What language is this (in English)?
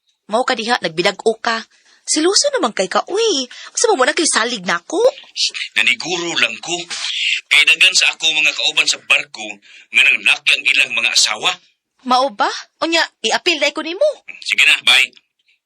Cebuano